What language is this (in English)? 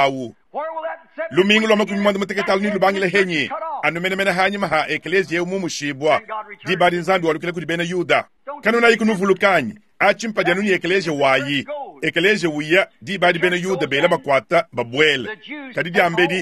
Luba-Lulua